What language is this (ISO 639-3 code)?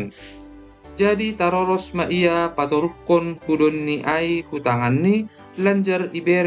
bts